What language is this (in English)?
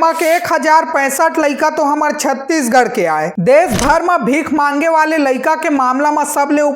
Chhattisgarhi